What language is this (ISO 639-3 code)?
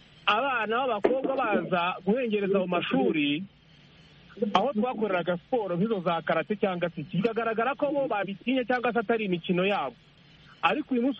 kin